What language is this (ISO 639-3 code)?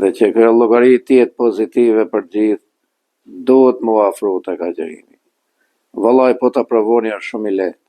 sqi